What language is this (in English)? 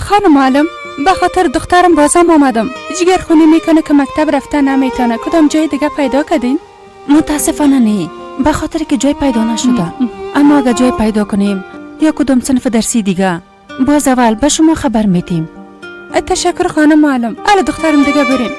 Persian